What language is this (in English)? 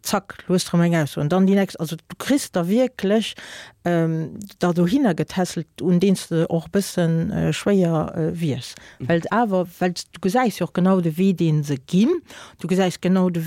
Luxembourgish